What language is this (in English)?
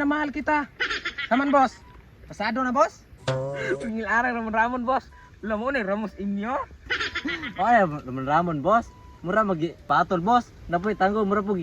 Cebuano